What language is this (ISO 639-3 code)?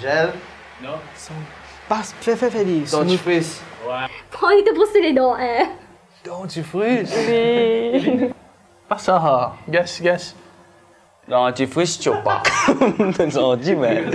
mfe